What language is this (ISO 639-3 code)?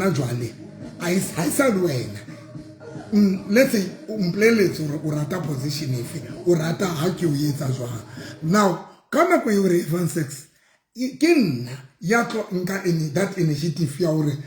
sot